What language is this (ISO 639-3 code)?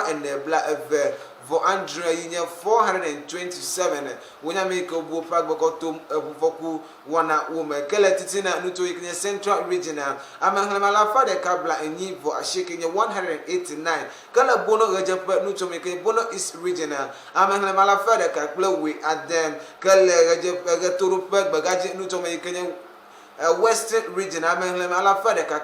ewe